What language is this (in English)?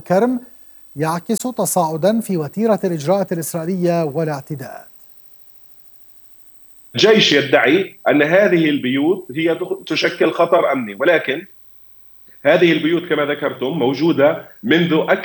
Arabic